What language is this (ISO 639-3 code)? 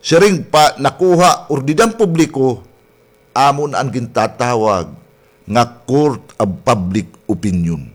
war